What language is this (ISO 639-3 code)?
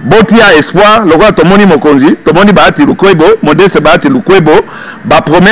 lin